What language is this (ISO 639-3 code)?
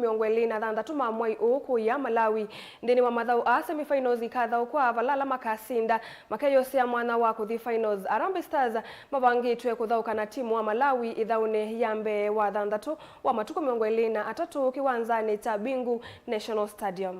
kam